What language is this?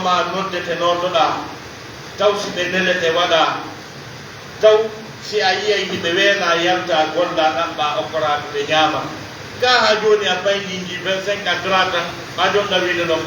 Fula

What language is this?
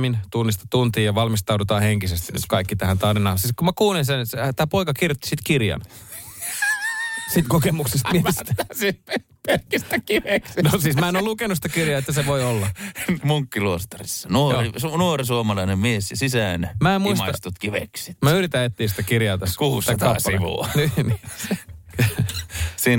Finnish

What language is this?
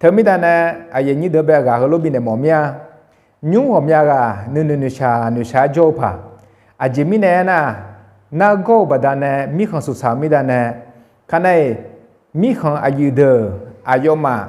Akha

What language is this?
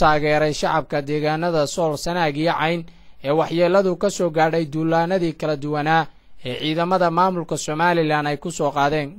Somali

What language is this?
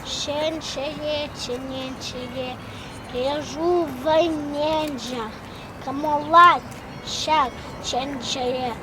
Chuvash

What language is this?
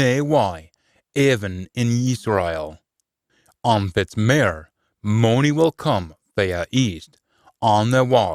Scots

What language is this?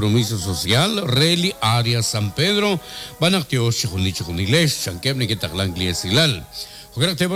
Kekchí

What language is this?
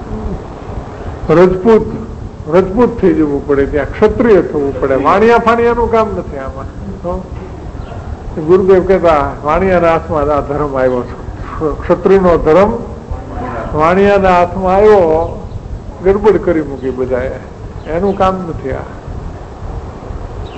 Gujarati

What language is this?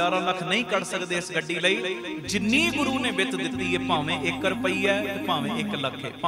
Punjabi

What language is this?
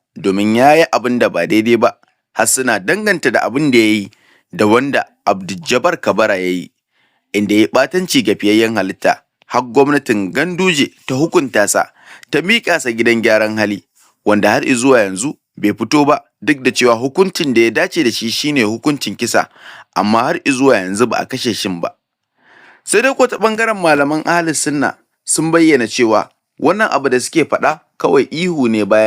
Hausa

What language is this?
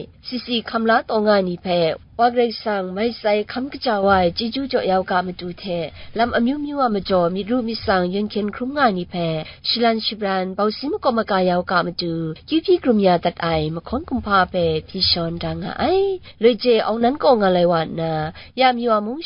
Kachin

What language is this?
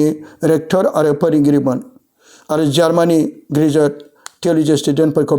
Bodo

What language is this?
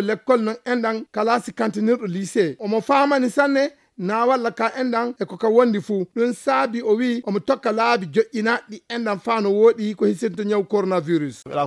Fula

